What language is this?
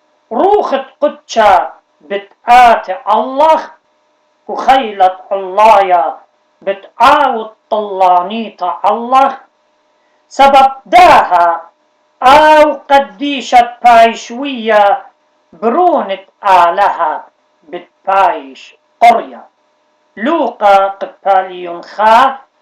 Assyrian Neo-Aramaic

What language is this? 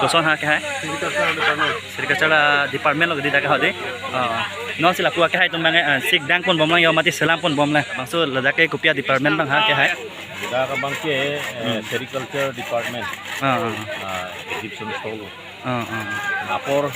Karbi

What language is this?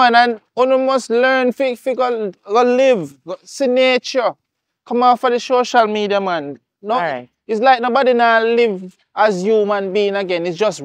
Jamaican Creole English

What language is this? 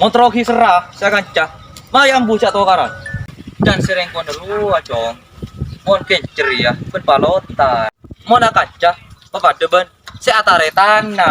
Madurese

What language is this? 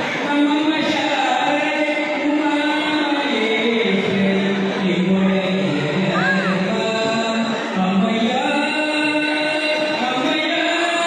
Kannada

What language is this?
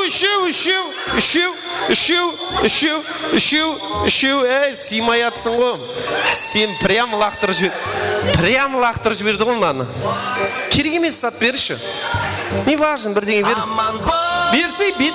Kara-Kalpak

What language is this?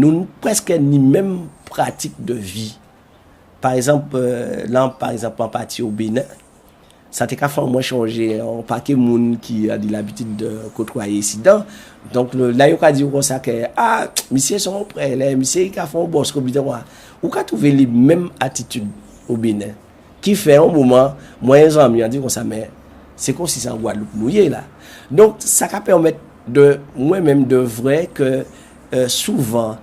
Guadeloupean Creole French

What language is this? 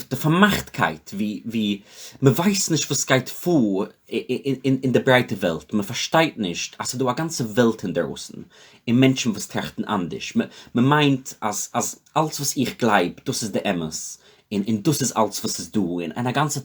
Yiddish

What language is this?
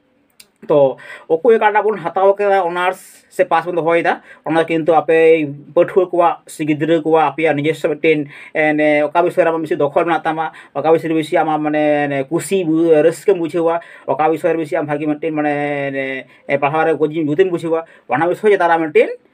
Santali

